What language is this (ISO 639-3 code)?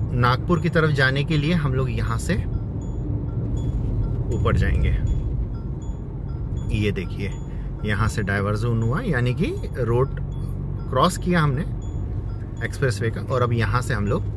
hin